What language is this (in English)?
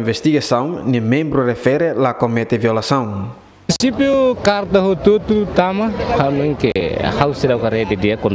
Tetum